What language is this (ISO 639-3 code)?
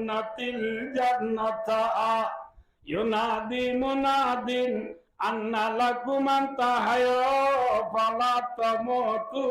rhg